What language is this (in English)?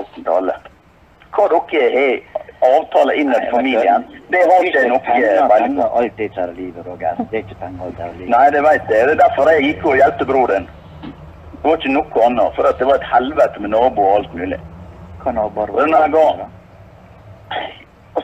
Norwegian